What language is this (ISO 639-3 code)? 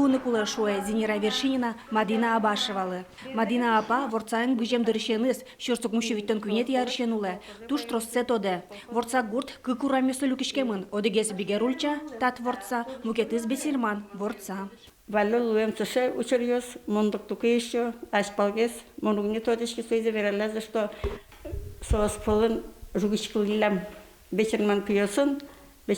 udm